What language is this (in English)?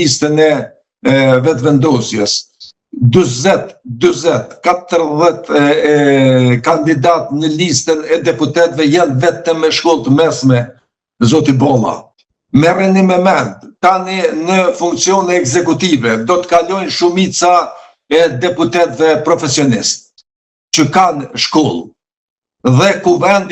Albanian